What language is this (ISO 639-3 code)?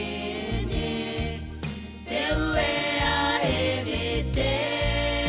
gil